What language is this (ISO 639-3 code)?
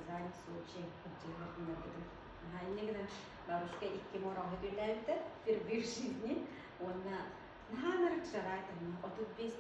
sah